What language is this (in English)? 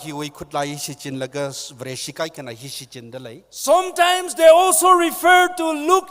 Tangkhul Naga (India)